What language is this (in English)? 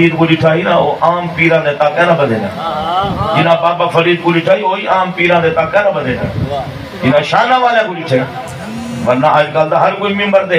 Saraiki